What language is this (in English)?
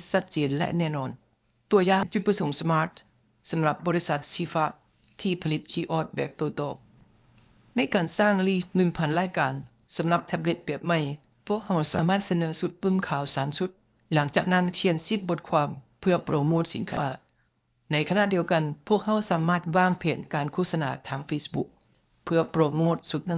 Lao